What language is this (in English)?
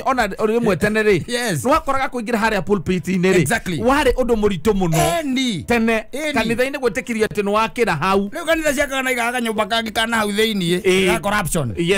Kikuyu